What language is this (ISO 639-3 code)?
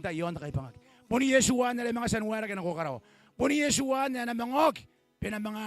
gil